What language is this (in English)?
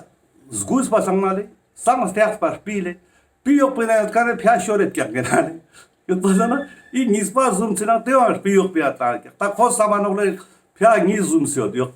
Ladakhi